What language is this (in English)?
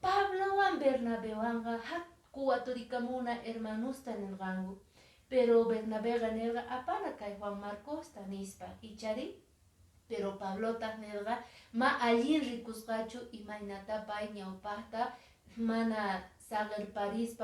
Quechua